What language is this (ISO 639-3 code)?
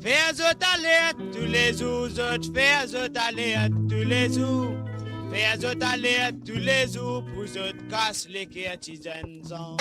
mfe